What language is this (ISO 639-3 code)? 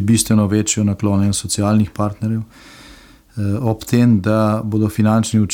slv